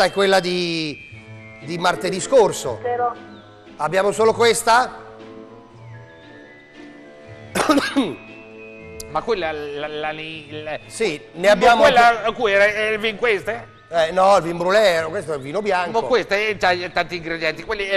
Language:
Italian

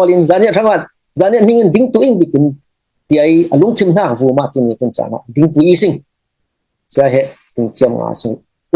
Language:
Falam Chin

